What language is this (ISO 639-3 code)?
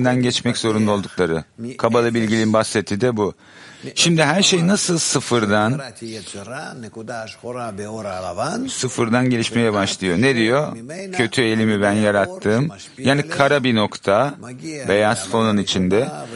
tur